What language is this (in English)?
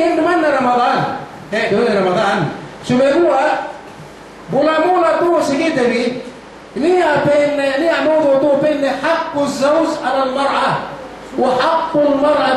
Yakan